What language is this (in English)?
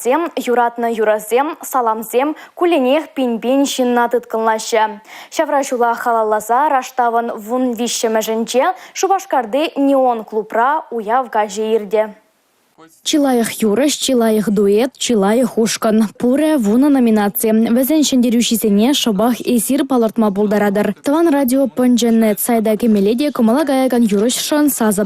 Chuvash